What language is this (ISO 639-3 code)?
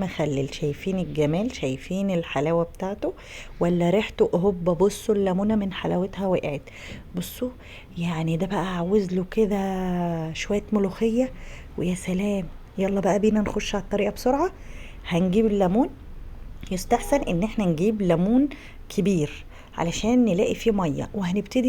arz